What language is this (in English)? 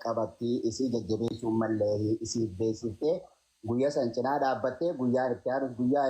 Oromo